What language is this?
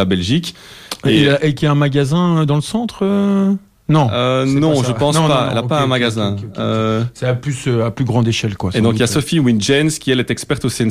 French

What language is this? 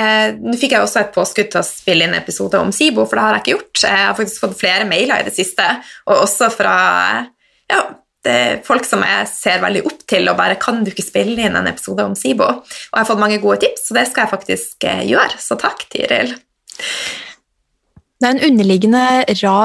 Norwegian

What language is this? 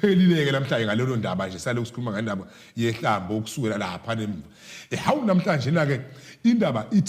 Zulu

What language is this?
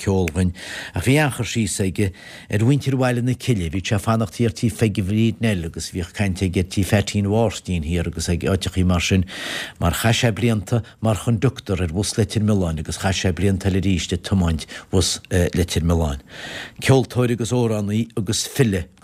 Irish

